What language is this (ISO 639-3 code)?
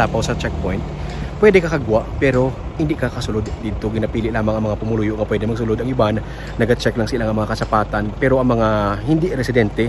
hil